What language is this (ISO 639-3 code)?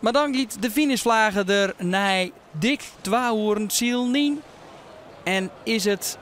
fry